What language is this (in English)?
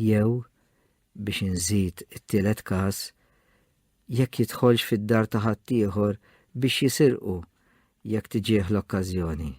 Maltese